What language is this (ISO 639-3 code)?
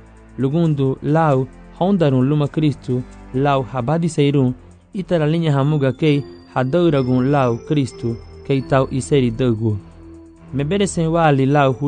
cab